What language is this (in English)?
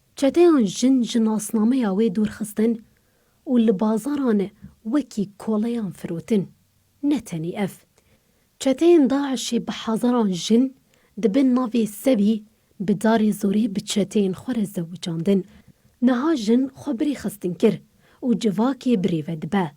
Kurdish